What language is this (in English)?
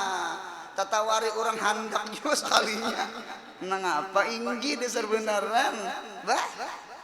Banjar